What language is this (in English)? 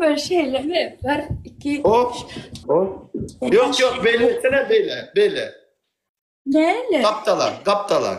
Turkmen